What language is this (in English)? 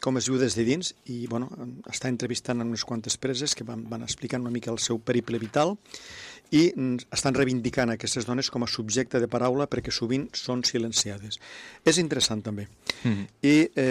Catalan